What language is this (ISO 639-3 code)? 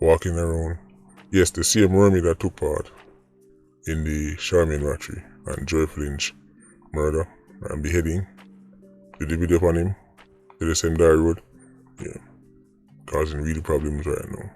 jam